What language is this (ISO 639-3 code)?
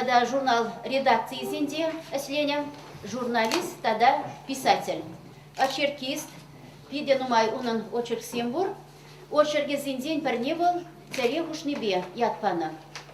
chv